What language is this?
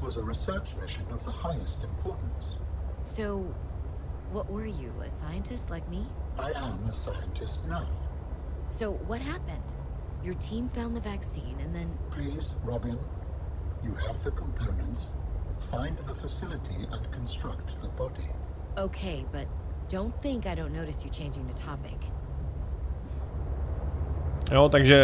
Czech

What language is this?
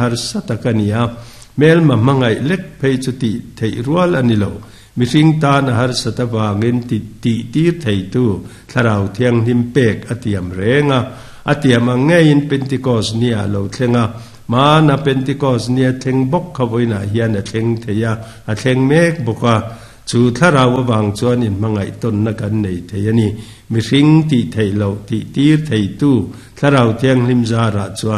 Mizo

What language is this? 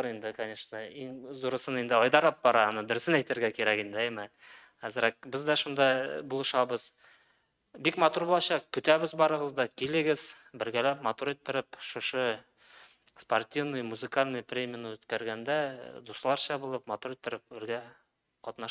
Tatar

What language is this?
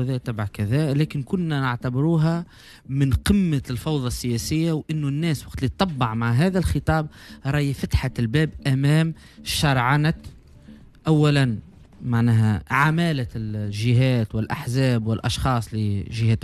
Tunisian Arabic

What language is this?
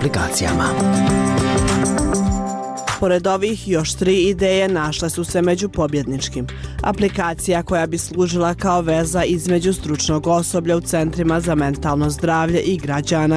Bosnian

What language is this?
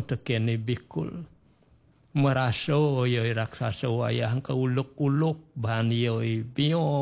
Balinese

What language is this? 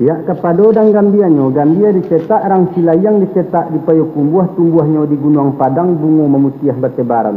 Minangkabau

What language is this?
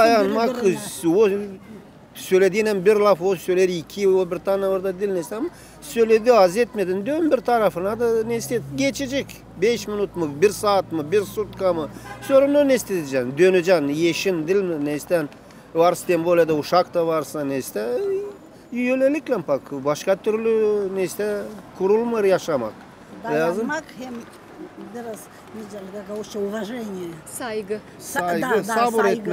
Gagauz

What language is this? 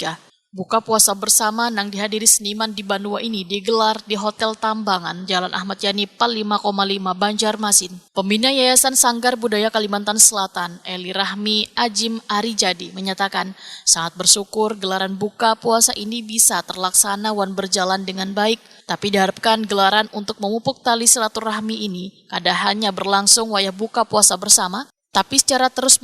Banjar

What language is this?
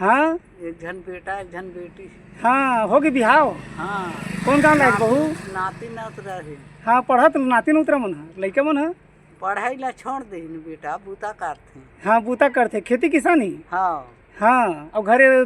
Chhattisgarhi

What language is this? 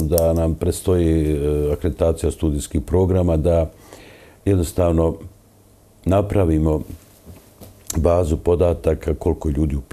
Bosnian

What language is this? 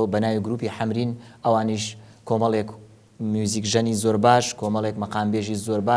Central Kurdish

